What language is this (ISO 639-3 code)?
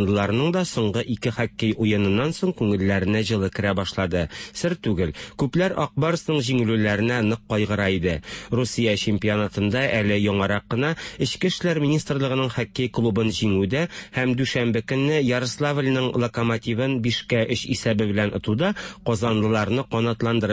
tat